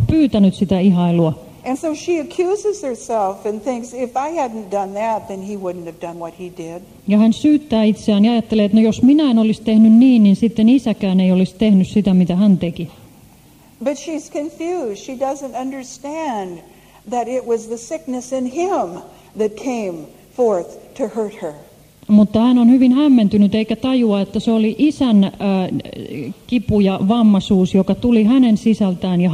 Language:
Finnish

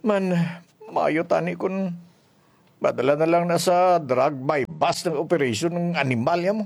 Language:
Hiligaynon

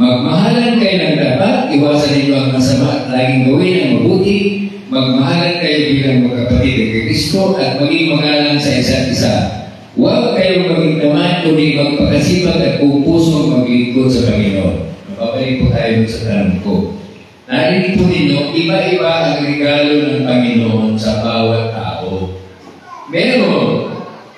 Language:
Filipino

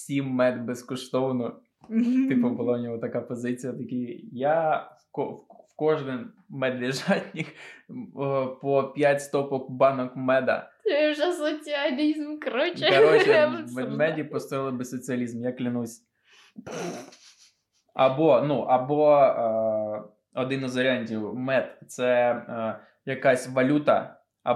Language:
Ukrainian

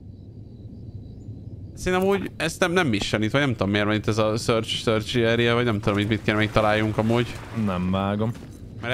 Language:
Hungarian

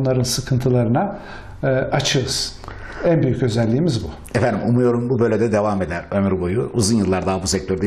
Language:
Turkish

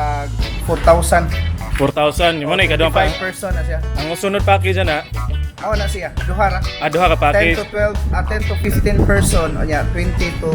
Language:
Cebuano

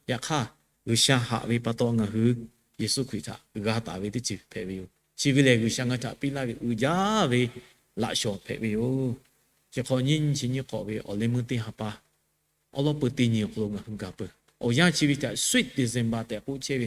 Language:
Lahu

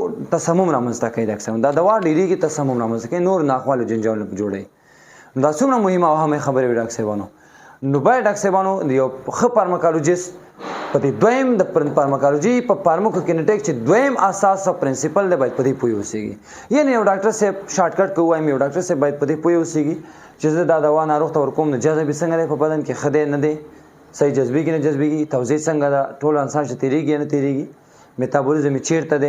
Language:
Pashto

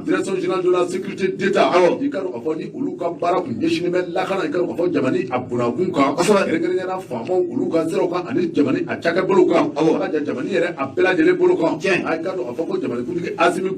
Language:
Bambara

